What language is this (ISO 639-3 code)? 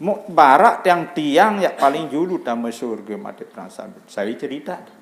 sas